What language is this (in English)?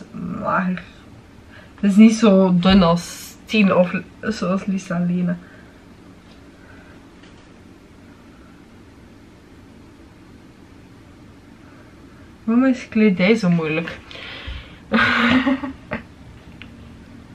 Dutch